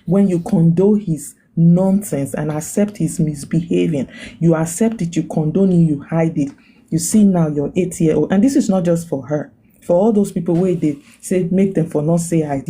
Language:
Nigerian Pidgin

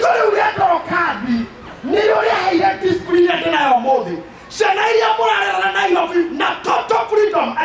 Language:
Kikuyu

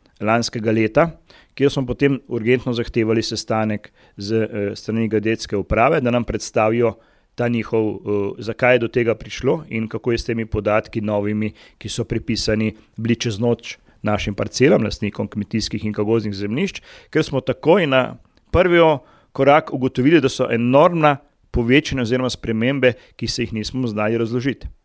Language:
Slovenian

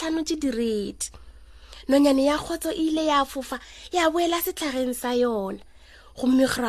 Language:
Northern Sotho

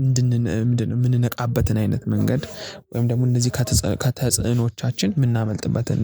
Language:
Amharic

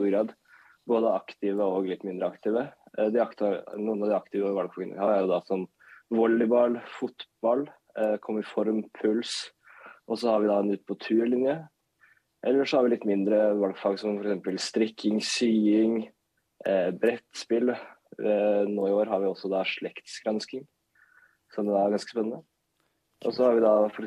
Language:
Norwegian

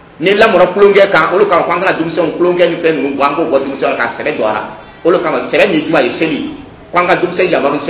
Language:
Dyula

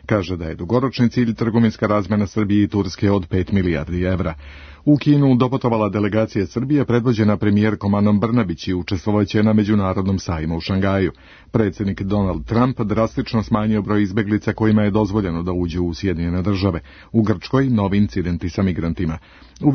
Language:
Serbian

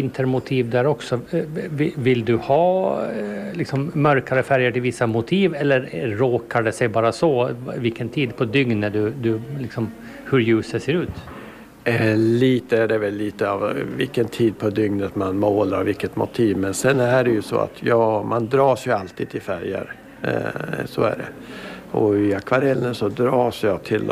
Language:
Swedish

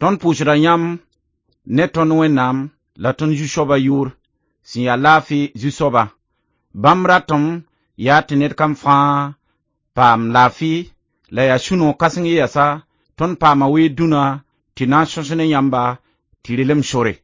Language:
Mossi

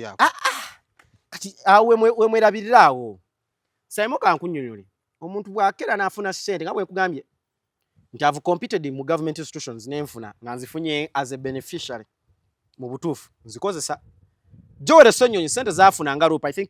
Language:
Ganda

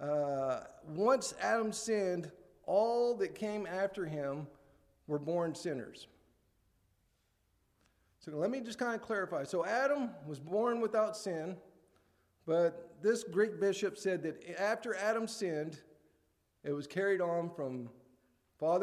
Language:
English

